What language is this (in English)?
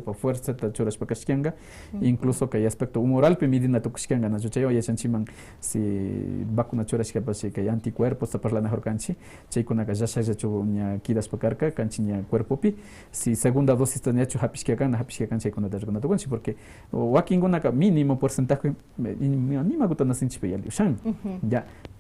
Quechua